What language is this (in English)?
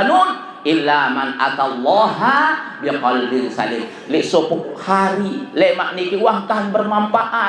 Sasak